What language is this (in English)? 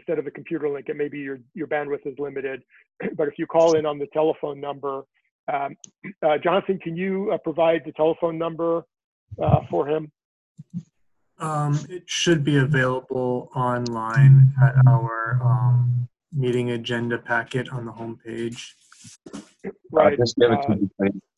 English